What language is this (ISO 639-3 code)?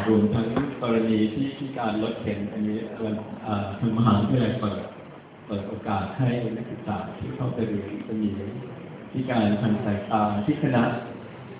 tha